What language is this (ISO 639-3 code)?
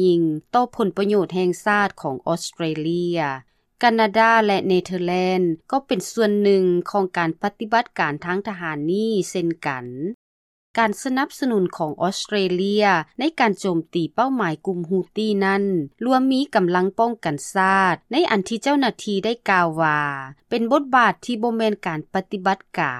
lao